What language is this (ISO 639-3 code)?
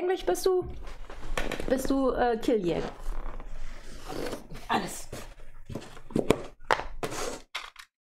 deu